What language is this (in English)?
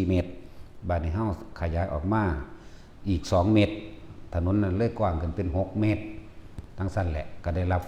Lao